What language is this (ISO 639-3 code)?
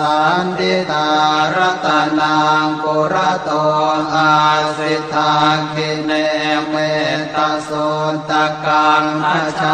pli